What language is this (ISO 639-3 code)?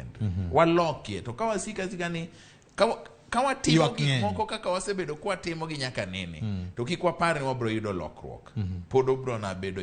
luo